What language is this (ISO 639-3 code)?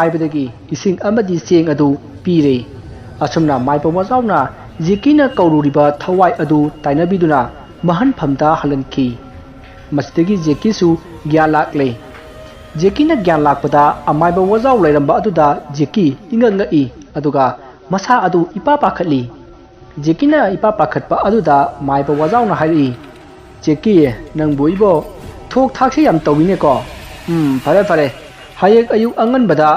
mni